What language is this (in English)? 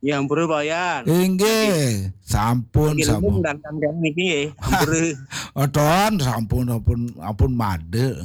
Balinese